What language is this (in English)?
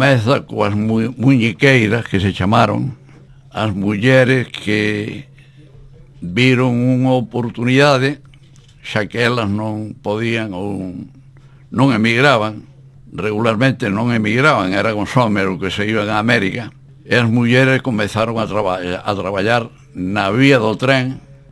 Galician